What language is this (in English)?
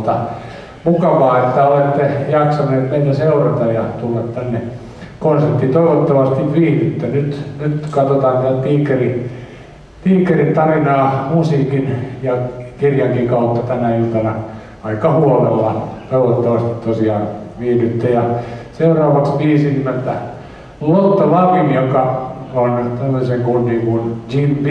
Finnish